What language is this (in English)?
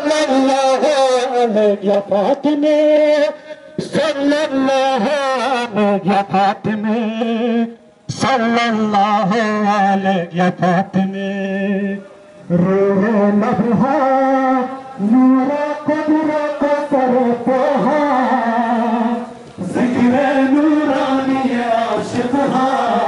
Urdu